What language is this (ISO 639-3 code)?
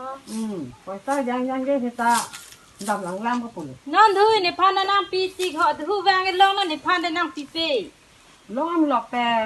mjw